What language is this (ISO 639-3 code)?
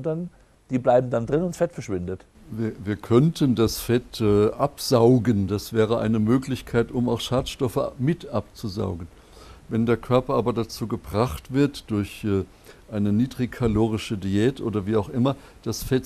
deu